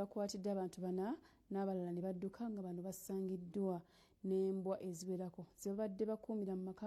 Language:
Ganda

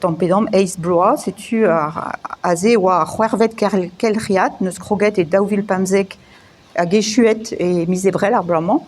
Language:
Breton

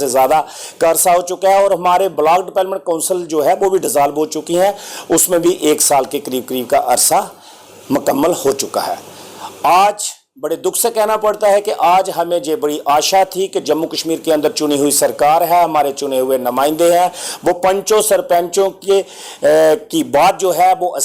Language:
Dogri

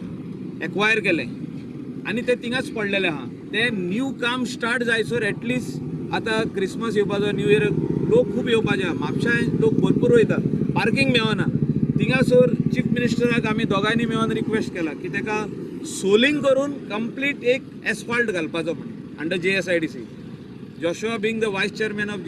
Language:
Konkani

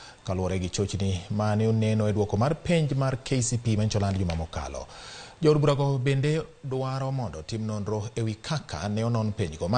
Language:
Luo (Kenya and Tanzania)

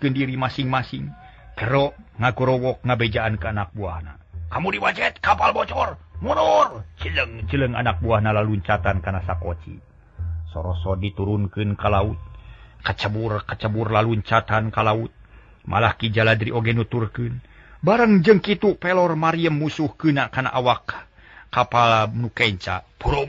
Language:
Sundanese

